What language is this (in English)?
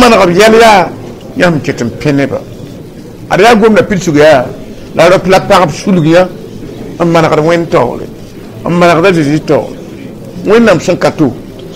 Mossi